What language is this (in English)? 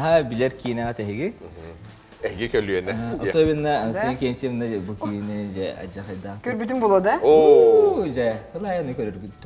Yakut